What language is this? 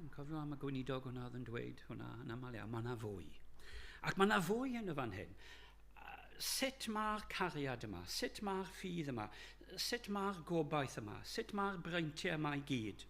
Welsh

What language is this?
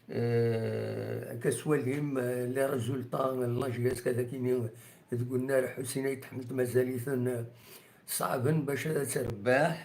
Kabyle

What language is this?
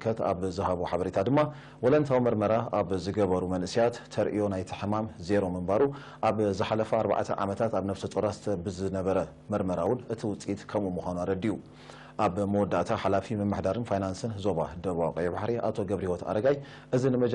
Tigrinya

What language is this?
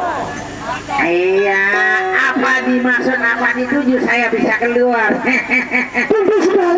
Sasak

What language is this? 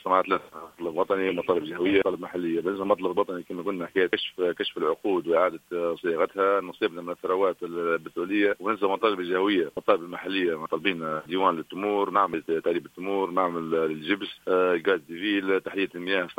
Tunisian Arabic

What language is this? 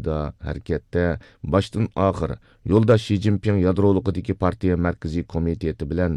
Uyghur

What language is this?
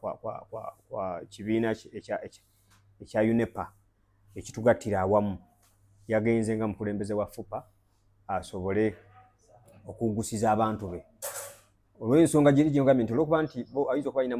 Ganda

